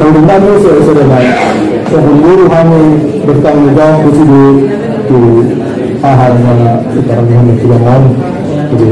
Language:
Batak Angkola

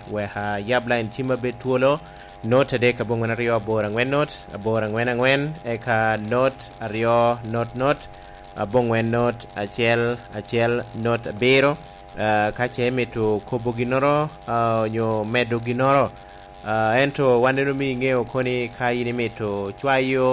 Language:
Lango (Uganda)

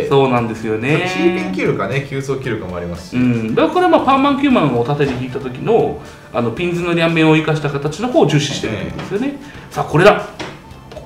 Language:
Japanese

